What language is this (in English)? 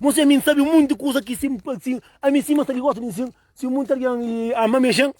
Kabuverdianu